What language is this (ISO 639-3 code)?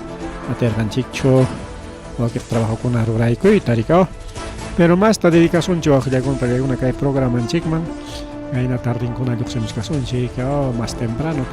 quy